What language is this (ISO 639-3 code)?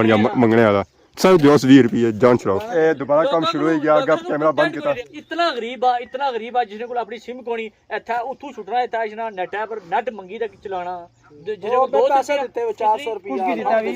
phr